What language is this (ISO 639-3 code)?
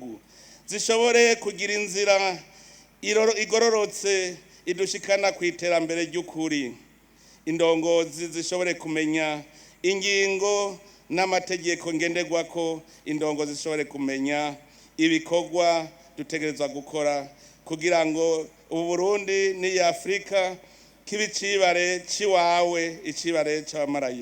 run